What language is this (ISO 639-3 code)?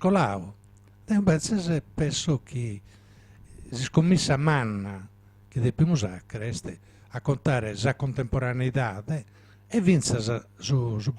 srd